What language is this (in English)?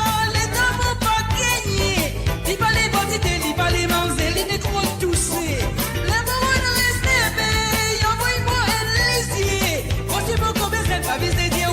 Morisyen